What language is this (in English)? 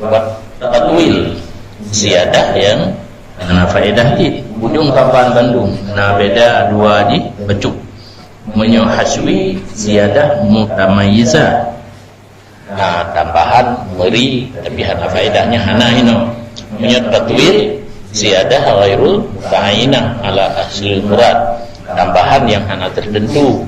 Achinese